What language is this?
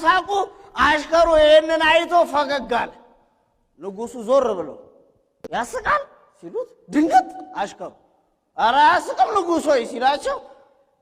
Amharic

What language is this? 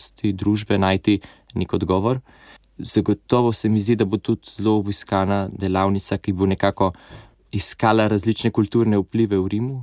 Slovenian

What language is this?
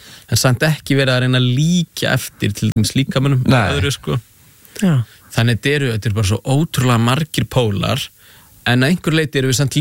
Icelandic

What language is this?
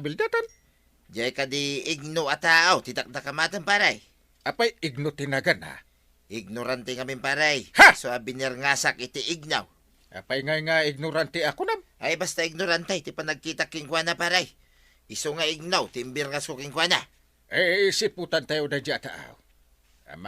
Iloko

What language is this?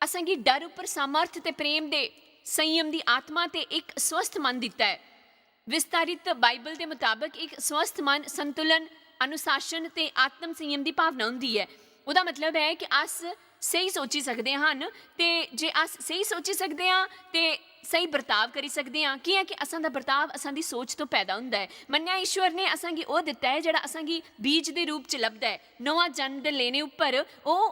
Dogri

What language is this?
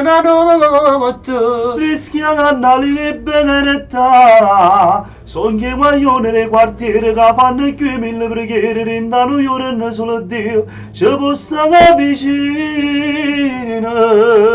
Neapolitan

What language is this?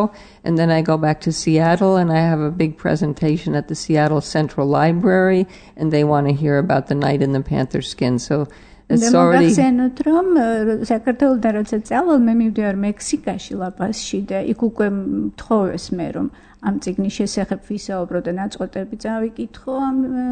Georgian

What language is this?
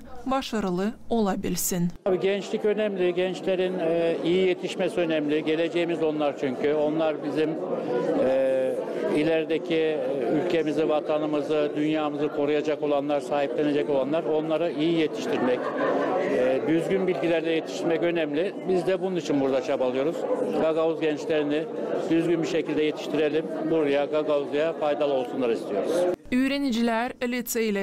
Gagauz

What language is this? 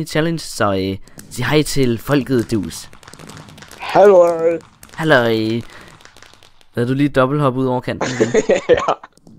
Danish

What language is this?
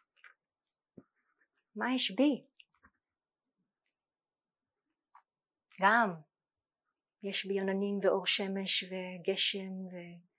Hebrew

